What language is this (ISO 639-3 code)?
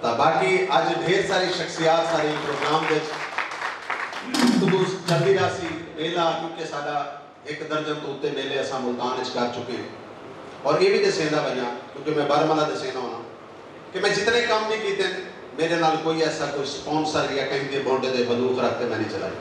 skr